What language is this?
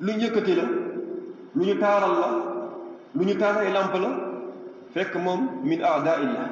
Wolof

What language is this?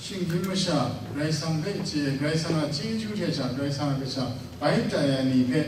Kachin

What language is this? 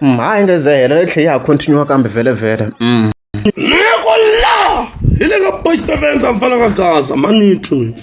Tsonga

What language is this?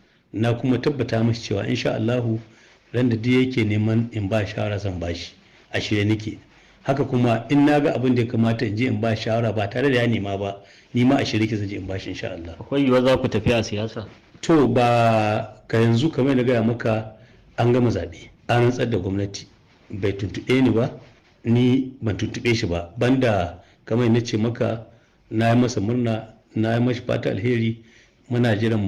Hausa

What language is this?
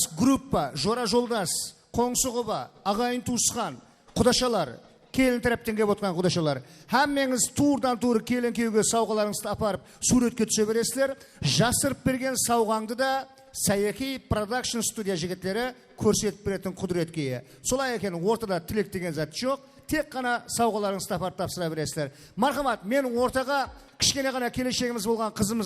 Kara-Kalpak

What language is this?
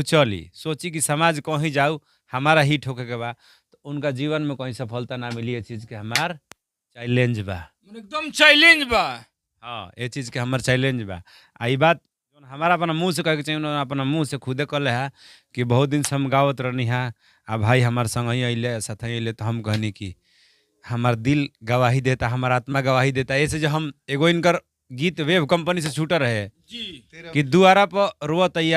Bhojpuri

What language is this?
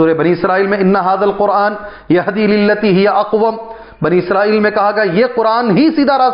Urdu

